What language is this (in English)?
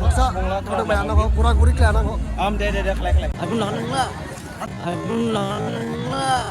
Dimasa